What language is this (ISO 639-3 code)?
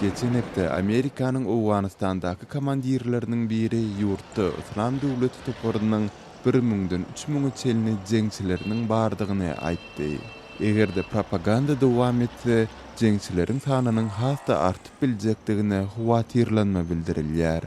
tuk